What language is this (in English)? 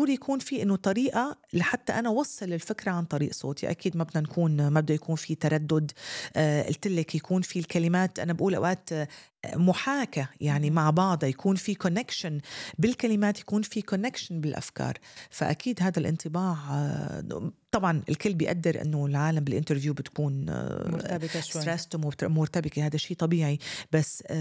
North Levantine Arabic